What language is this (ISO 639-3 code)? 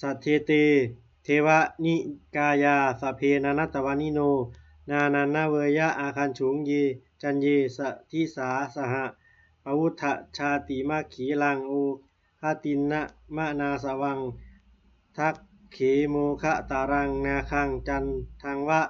pli